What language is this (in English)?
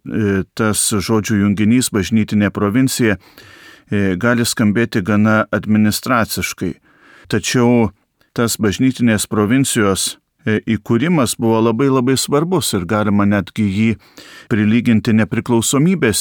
Lithuanian